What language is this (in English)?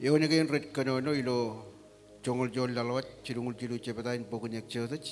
Marshallese